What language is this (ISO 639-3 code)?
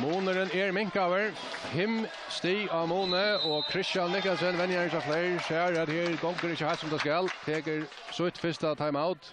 fao